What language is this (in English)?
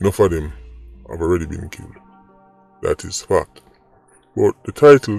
Jamaican Creole English